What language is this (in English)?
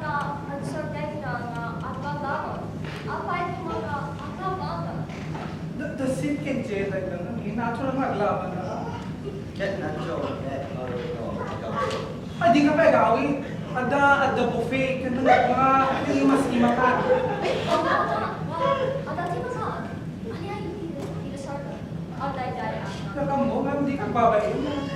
Iloko